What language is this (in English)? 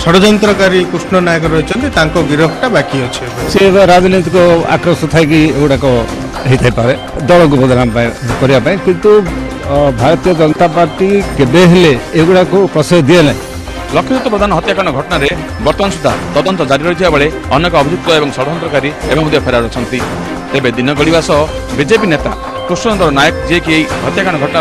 Odia